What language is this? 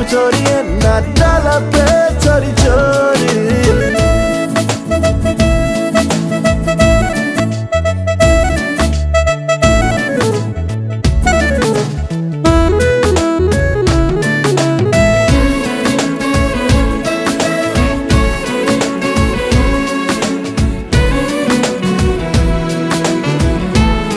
Telugu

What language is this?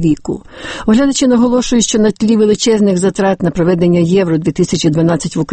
Ukrainian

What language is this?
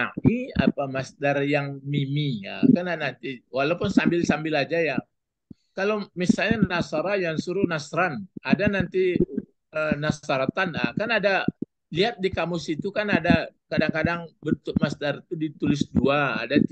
Indonesian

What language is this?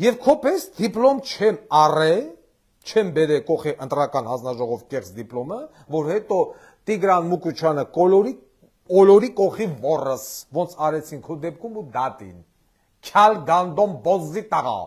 Armenian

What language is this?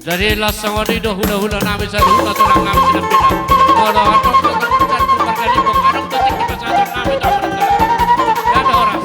Batak Toba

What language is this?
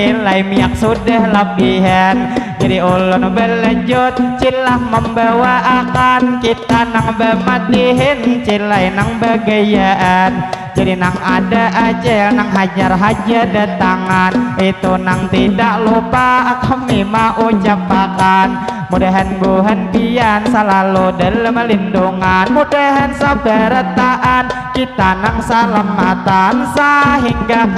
Banjar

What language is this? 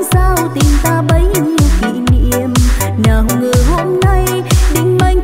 Vietnamese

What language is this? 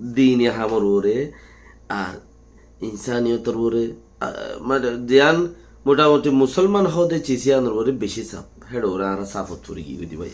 Rohingya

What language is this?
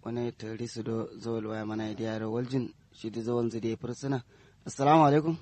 Kanuri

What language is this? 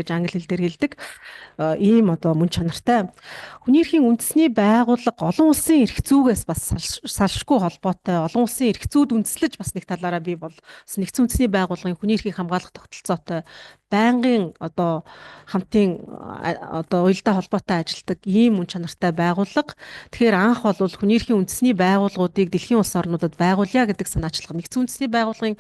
Mongolian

